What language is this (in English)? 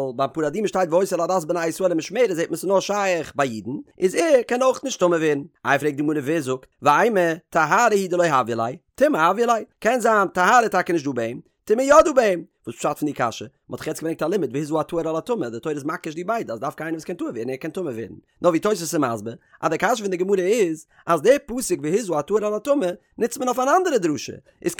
Yiddish